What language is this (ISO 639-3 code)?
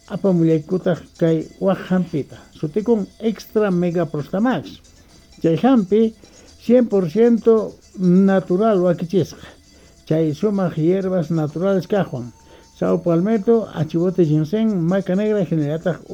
quh